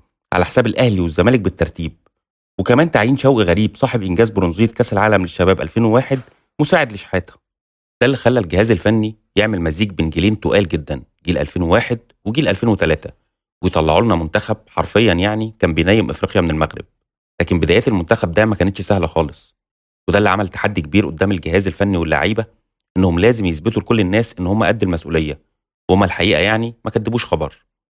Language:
Egyptian Arabic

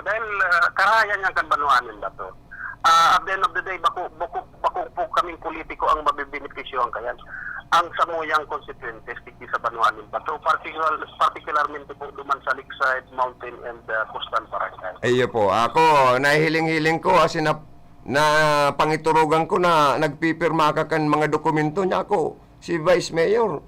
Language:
Bikol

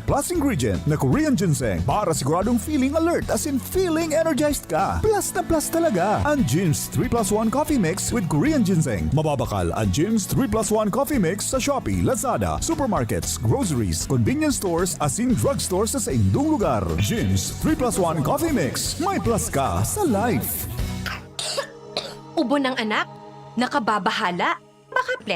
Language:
Bikol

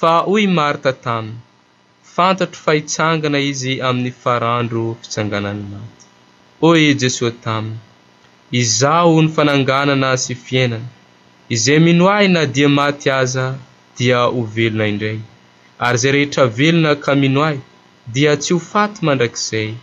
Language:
Malagasy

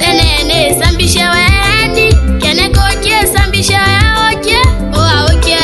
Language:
Tetela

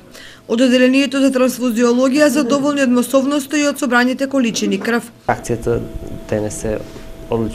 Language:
Macedonian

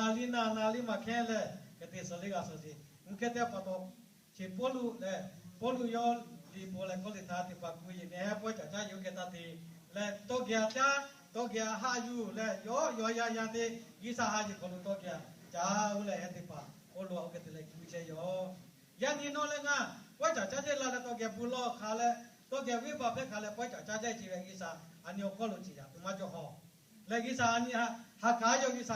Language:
Lahu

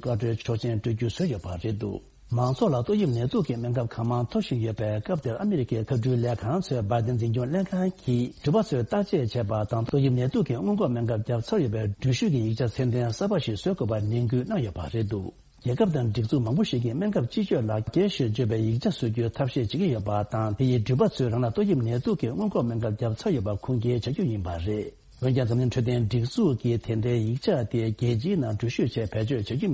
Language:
Tibetan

